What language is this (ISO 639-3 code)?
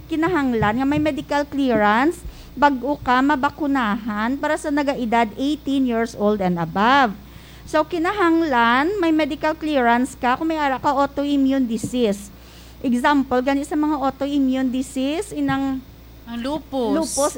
hil